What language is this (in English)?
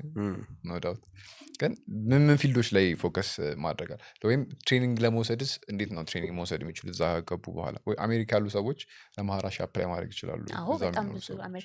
Amharic